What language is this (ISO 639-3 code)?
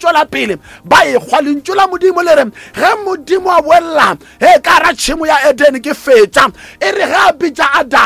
nso